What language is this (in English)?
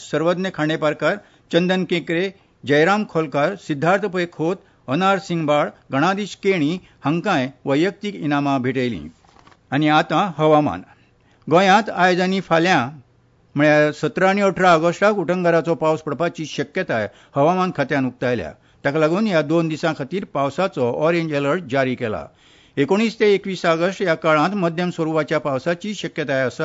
Konkani